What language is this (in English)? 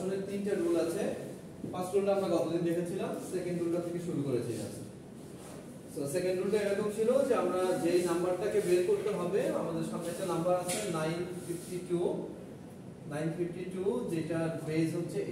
Bangla